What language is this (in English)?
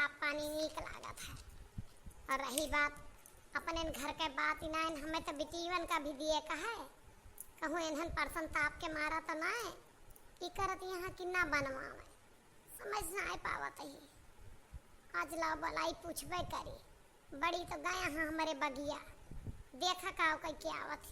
Awadhi